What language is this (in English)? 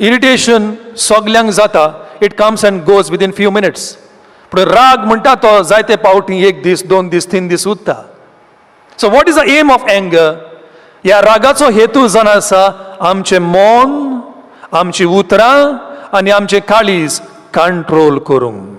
Konkani